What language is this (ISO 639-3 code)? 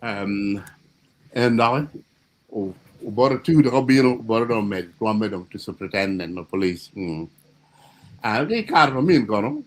ach